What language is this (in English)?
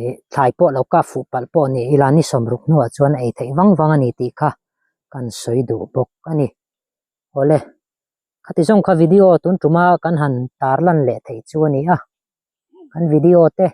Mizo